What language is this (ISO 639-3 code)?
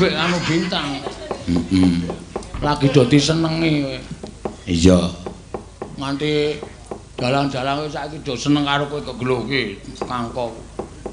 jav